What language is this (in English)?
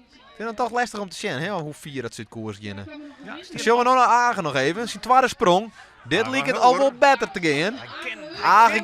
Western Frisian